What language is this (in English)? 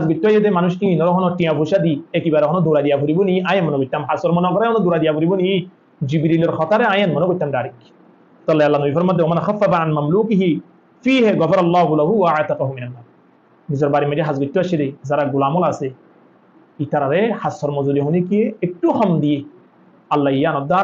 Rohingya